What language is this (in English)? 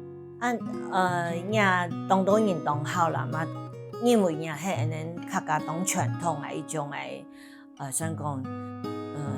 Hakka Chinese